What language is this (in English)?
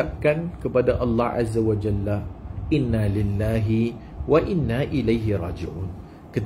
Malay